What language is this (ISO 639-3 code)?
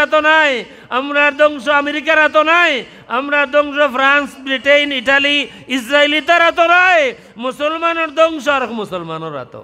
syl